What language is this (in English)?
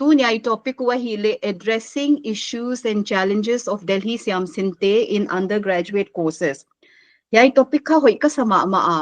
Paite Chin